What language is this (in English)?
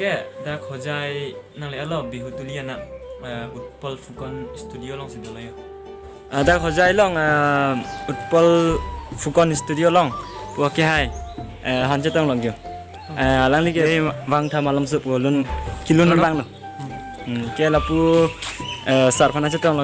Karbi